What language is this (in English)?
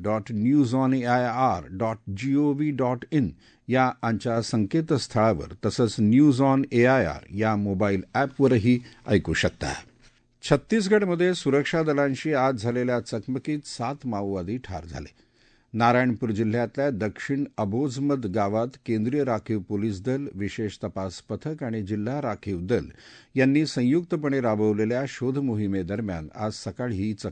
Marathi